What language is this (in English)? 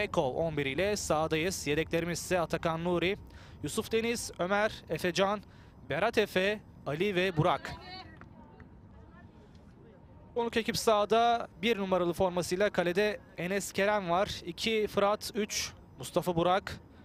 Turkish